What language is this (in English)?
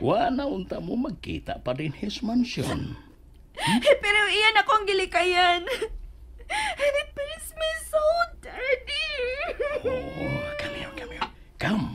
Cebuano